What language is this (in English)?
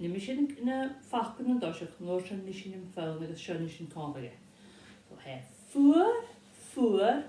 Scottish Gaelic